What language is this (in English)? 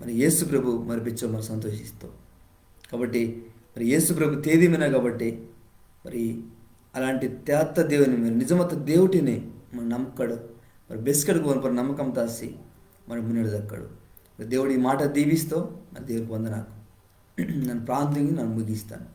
Koya